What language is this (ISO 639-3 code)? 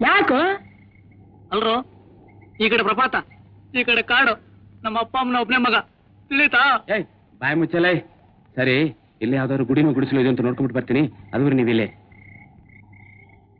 kan